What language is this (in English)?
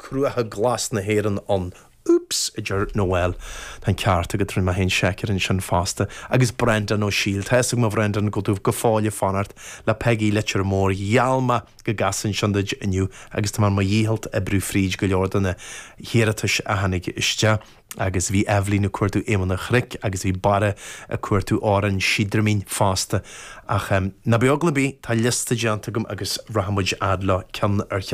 Irish